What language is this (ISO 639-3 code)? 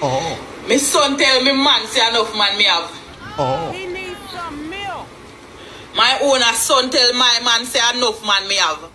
jam